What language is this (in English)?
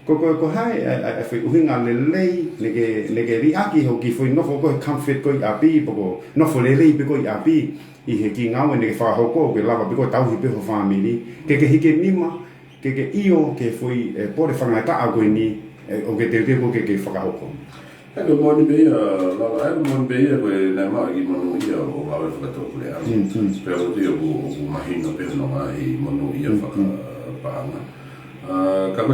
Tongan